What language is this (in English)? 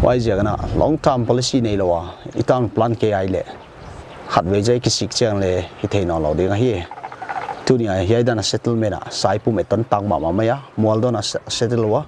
Paite Chin